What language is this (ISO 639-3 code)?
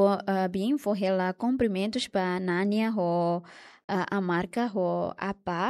tet